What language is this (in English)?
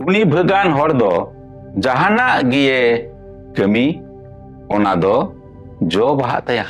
Santali